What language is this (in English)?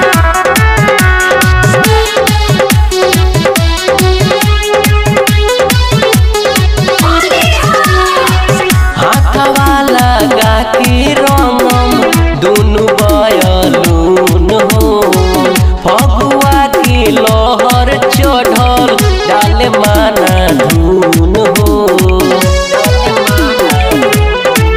Bhojpuri